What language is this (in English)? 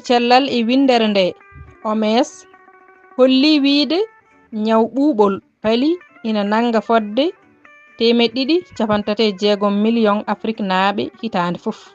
Fula